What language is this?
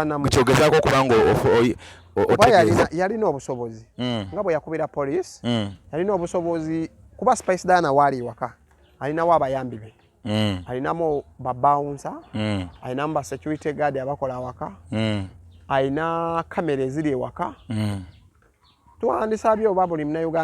Ganda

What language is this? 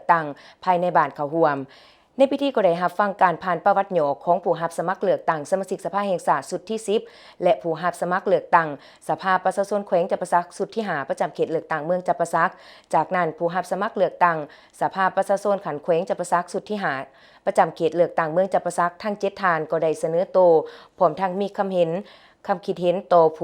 Lao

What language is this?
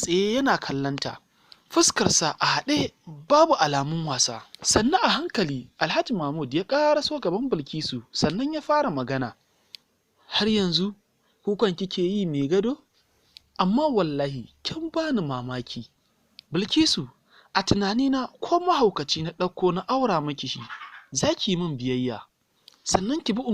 Hausa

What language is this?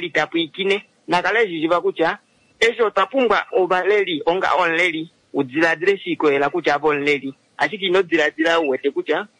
Kuanyama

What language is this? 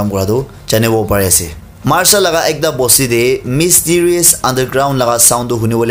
Naga Pidgin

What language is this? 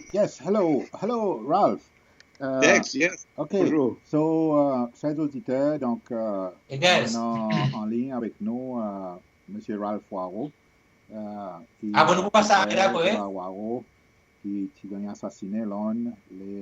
Seselwa Creole French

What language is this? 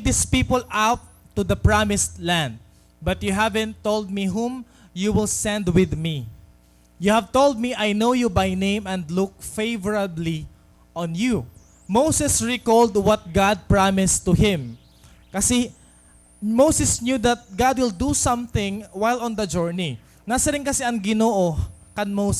Waray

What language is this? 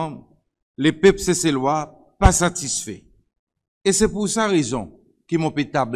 Seselwa Creole French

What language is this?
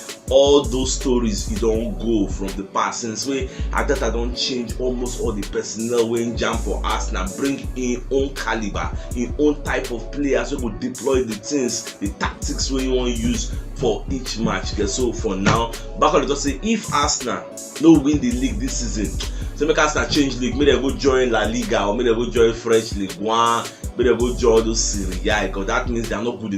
Nigerian Pidgin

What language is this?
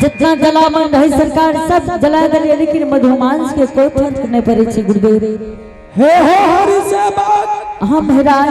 Angika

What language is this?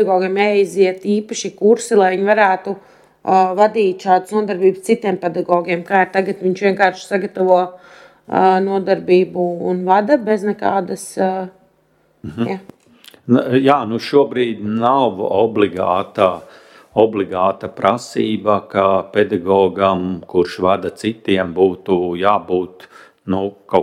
Latvian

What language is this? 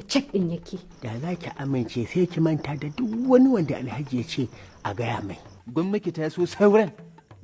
Hausa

